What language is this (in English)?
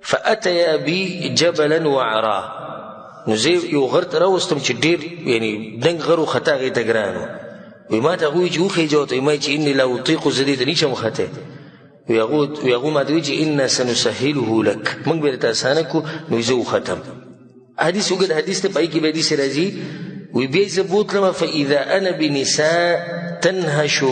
Pashto